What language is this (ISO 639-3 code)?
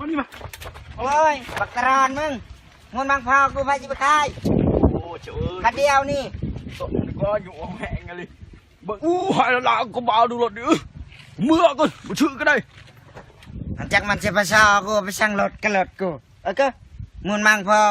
lao